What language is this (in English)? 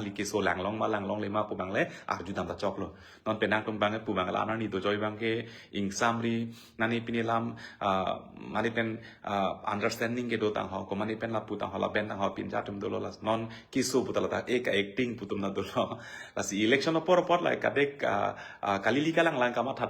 Karbi